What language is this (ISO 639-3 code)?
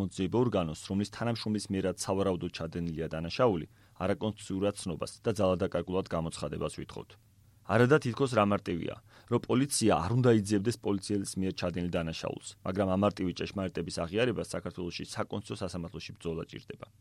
kat